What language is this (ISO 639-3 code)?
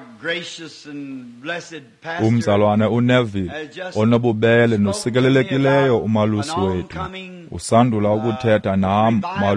xho